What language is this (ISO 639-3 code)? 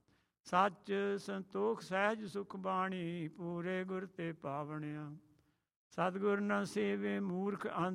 pan